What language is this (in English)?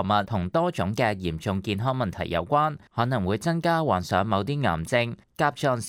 Cantonese